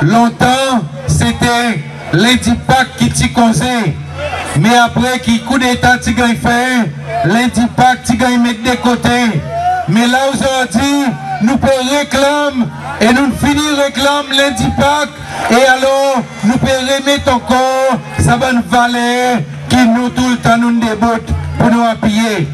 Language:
Seselwa Creole French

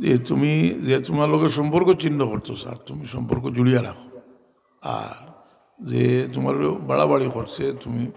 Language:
Sylheti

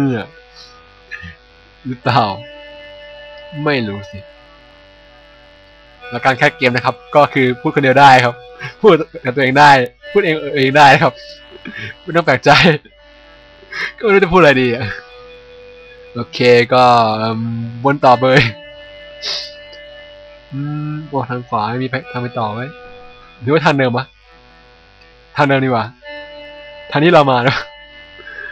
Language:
Thai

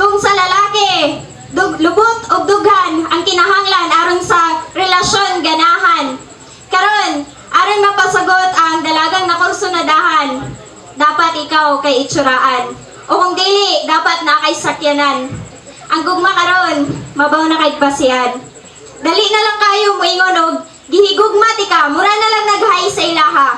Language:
Cebuano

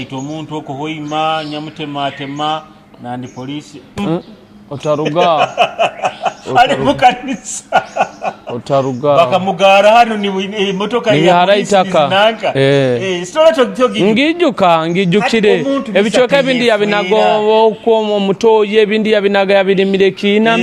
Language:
Nyoro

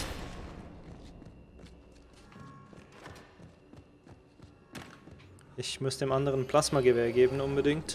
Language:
German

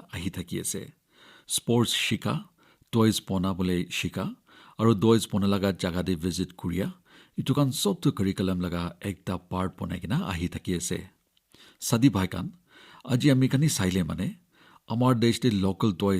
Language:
Naga Pidgin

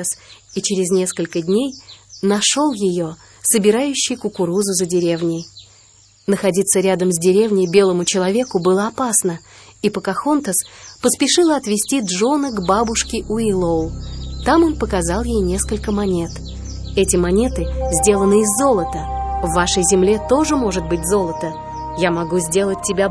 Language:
Russian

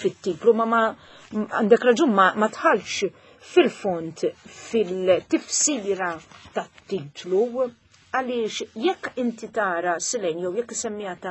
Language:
Maltese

